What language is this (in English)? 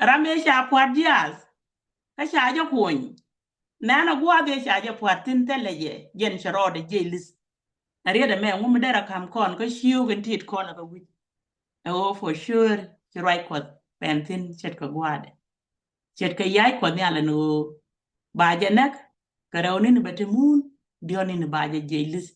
Nuer